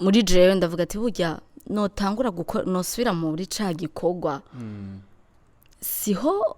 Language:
Rundi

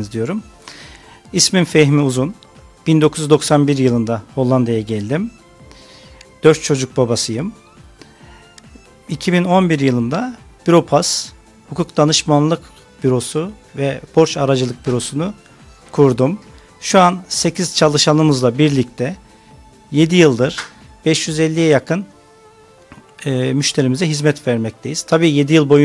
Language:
Turkish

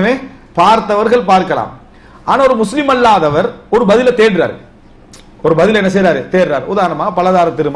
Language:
Tamil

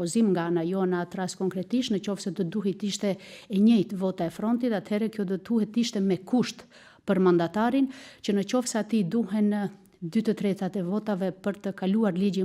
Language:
Albanian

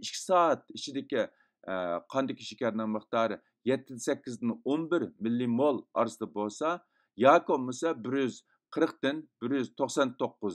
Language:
Uyghur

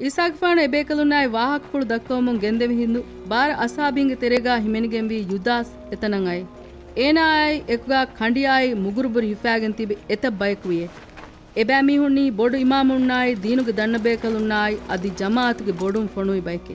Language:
Divehi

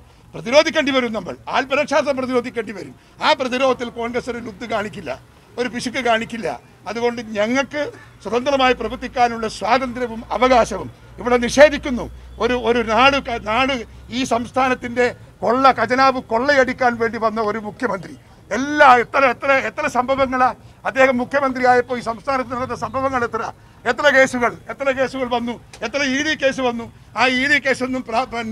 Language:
Malayalam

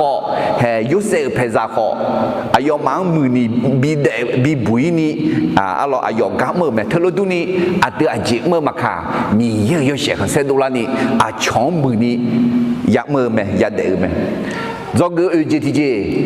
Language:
Akha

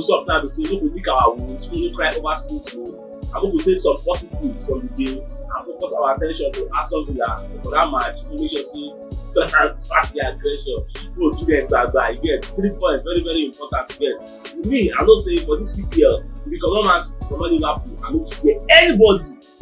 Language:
Nigerian Pidgin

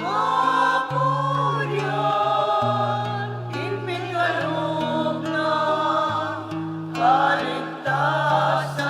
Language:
Pampanga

